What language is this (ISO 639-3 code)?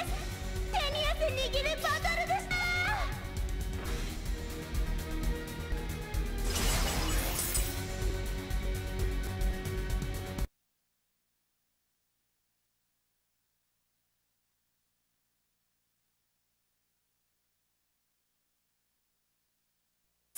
jpn